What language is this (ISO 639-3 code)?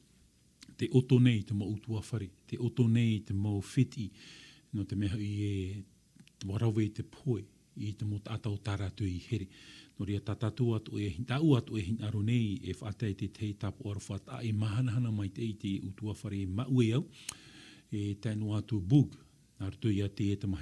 tah